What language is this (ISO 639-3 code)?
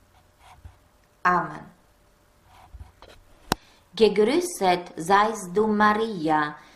deu